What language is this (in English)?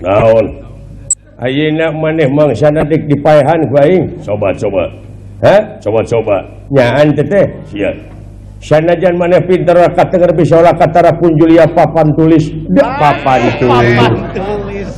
Sundanese